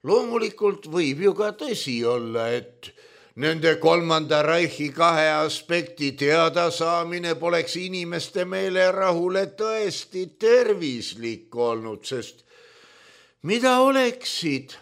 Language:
Estonian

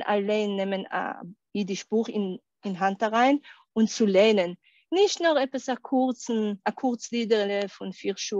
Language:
Yiddish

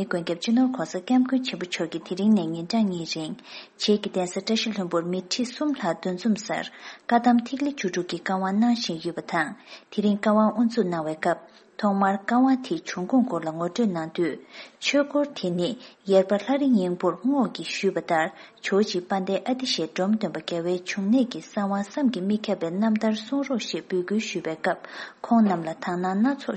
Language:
Tibetan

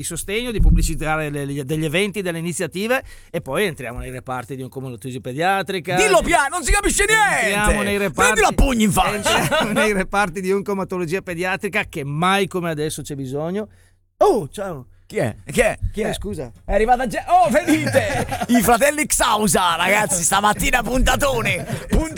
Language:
Italian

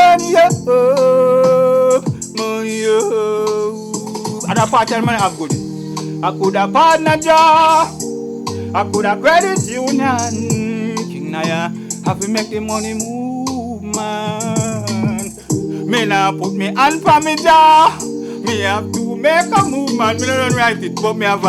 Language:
Jamaican Creole English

